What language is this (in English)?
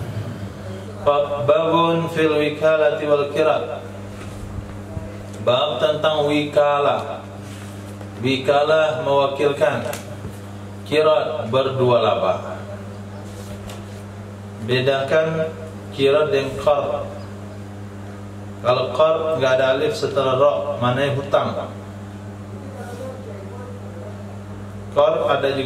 Indonesian